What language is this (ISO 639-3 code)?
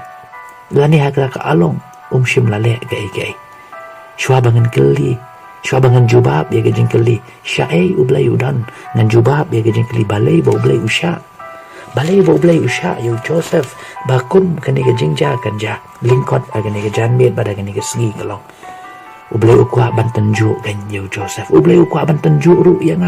kha